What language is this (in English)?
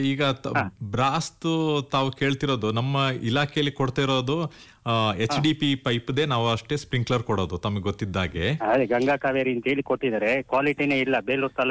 Kannada